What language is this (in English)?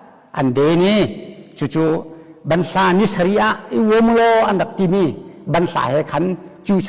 Hakha Chin